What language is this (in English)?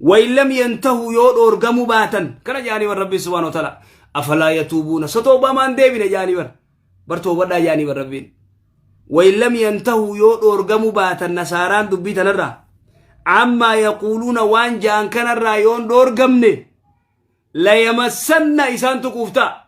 Oromo